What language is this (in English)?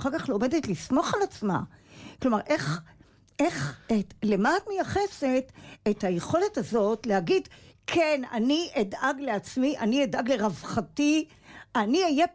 Hebrew